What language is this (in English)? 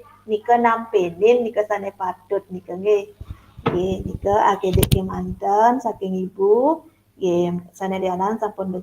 Balinese